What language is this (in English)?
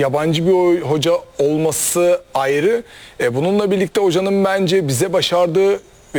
Turkish